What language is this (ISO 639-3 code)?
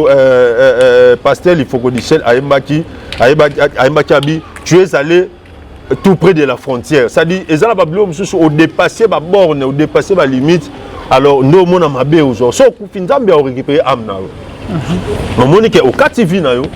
lin